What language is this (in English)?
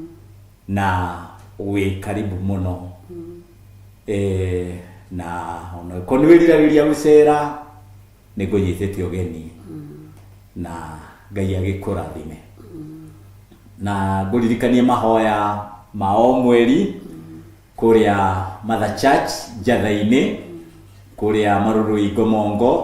Kikuyu